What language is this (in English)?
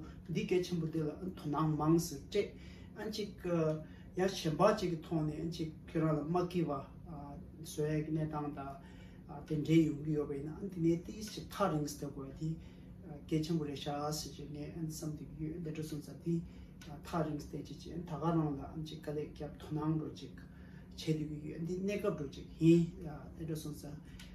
Tibetan